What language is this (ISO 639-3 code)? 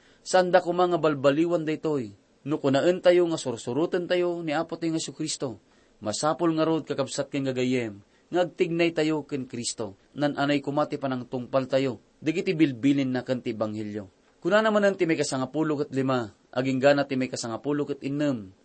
ilo